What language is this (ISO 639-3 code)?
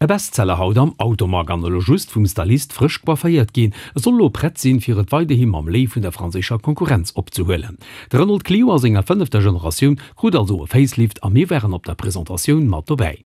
ltz